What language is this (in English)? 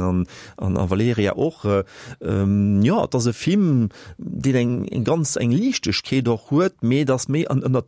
Luxembourgish